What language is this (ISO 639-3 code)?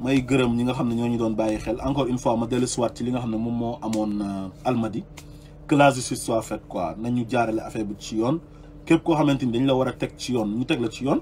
wol